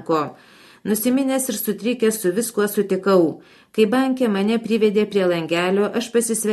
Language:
Lithuanian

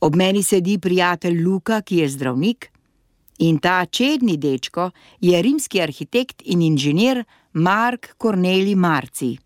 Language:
Slovenian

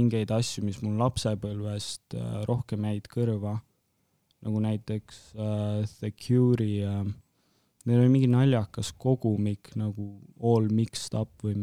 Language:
Estonian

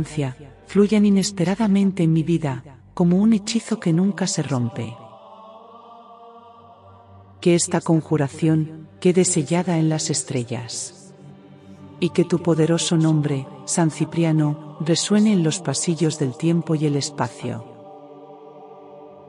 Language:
Spanish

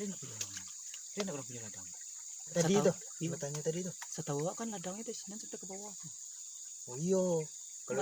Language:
Minangkabau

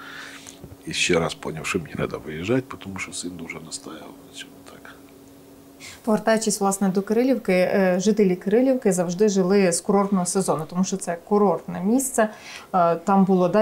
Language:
Ukrainian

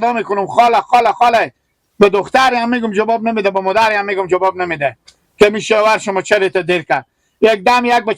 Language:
Hazaragi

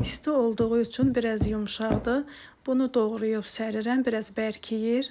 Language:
Azerbaijani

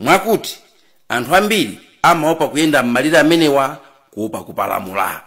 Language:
Nyanja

